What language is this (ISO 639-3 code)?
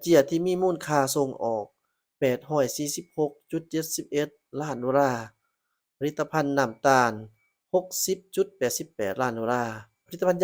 lao